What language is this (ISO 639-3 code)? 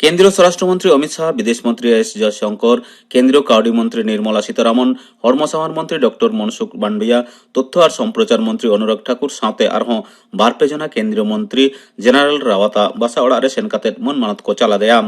sat